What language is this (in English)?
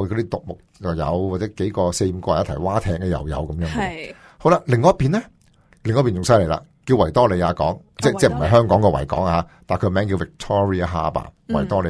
Cantonese